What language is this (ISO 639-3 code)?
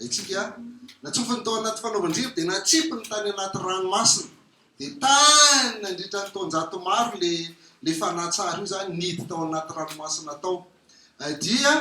mlg